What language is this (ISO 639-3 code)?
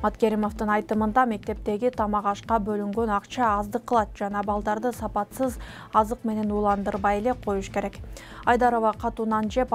kir